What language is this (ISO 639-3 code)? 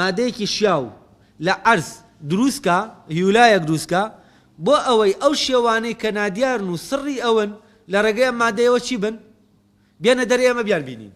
ckb